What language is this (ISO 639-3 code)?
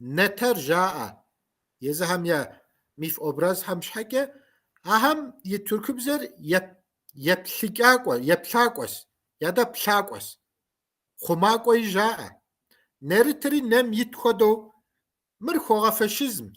kbd